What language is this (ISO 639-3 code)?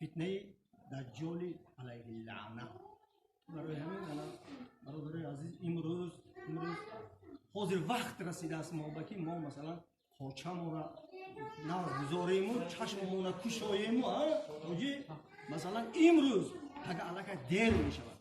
tgk